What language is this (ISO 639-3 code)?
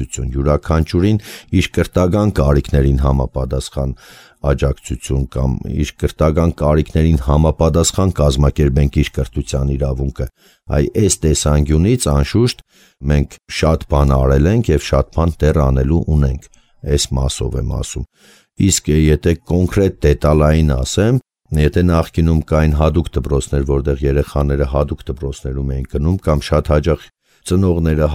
hye